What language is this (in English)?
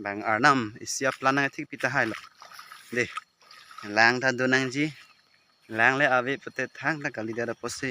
Karbi